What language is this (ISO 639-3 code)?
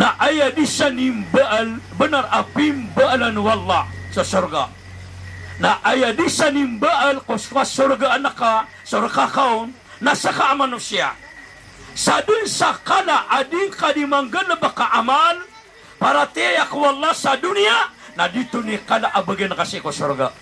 mrw